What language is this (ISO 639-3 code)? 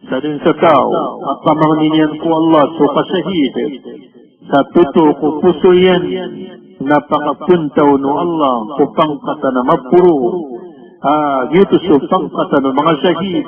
mrw